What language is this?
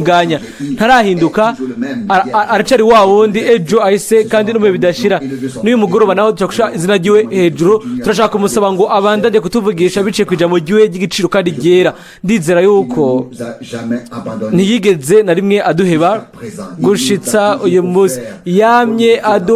Rundi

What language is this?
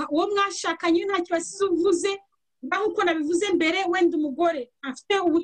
Kinyarwanda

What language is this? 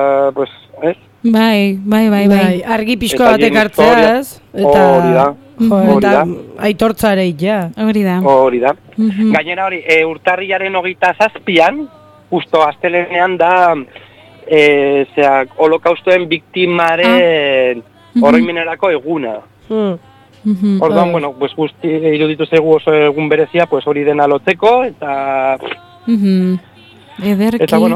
Basque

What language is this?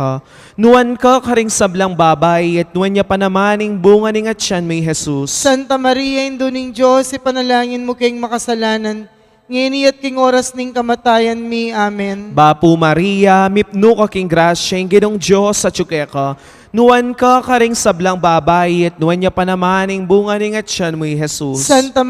Pampanga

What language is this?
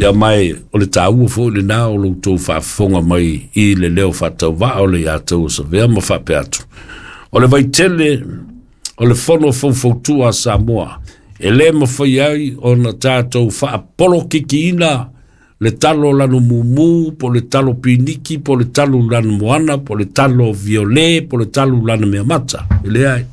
Samoan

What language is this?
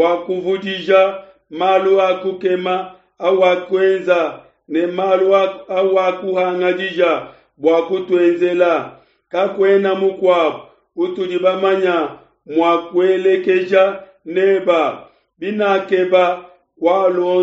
Luba-Lulua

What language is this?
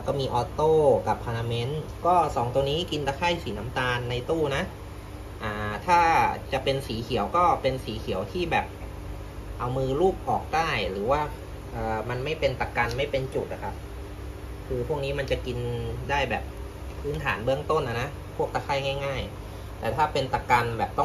Thai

